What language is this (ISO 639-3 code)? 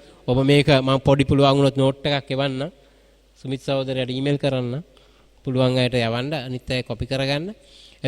sin